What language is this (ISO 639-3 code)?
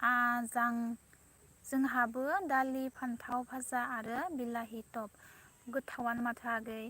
brx